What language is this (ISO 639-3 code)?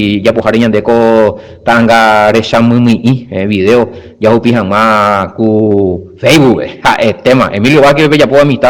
grn